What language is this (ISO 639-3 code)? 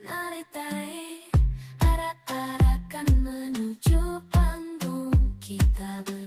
bjn